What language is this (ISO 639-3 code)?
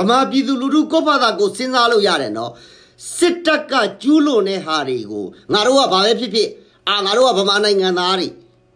mya